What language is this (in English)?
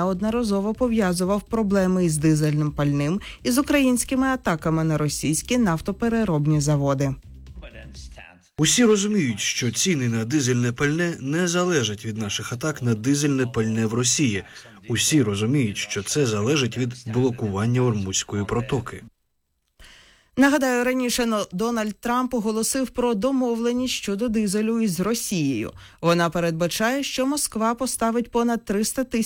Ukrainian